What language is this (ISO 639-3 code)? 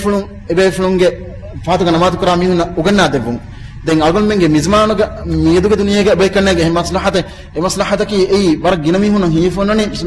div